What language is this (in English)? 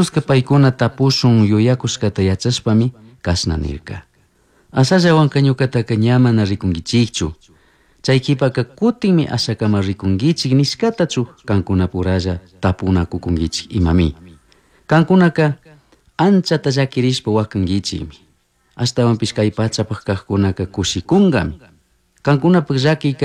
Chimborazo Highland Quichua